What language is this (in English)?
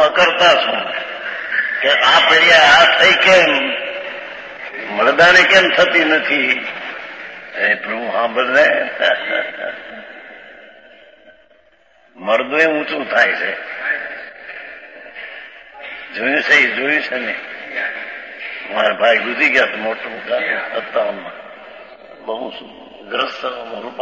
Gujarati